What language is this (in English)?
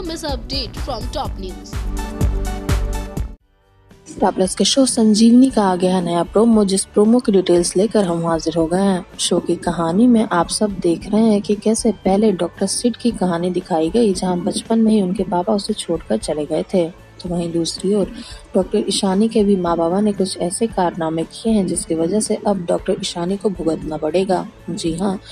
Hindi